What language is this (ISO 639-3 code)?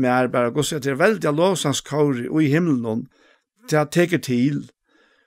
fao